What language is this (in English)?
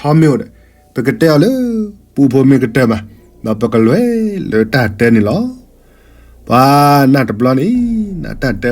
S'gaw Karen